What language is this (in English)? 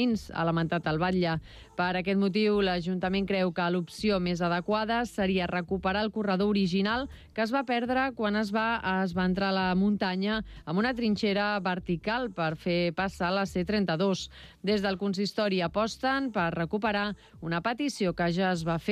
Catalan